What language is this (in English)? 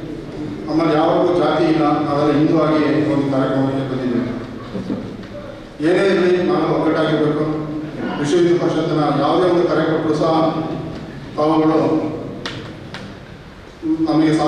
Kannada